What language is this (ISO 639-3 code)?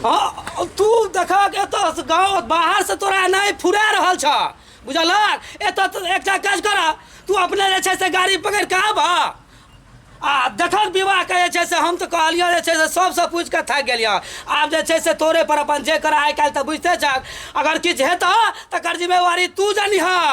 mai